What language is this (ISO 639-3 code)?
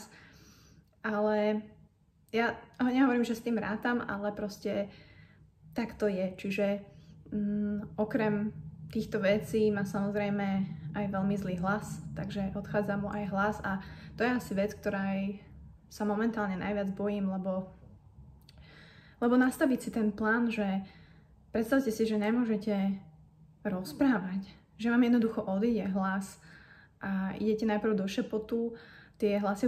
slk